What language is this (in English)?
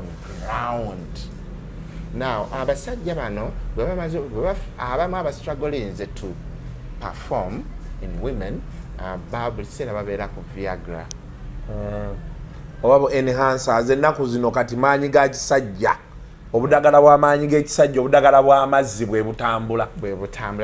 Ganda